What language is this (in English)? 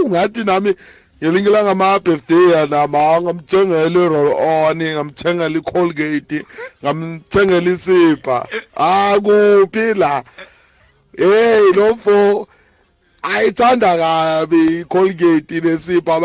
South Ndebele